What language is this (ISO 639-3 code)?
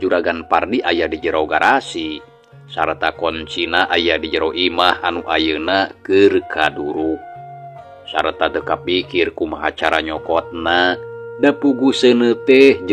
sun